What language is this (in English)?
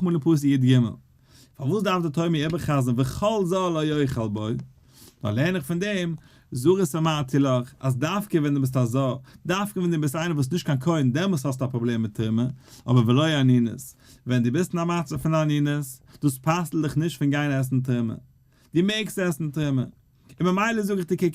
Yiddish